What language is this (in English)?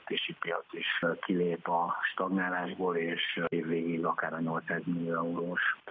Hungarian